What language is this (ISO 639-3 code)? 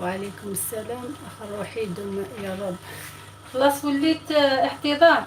arq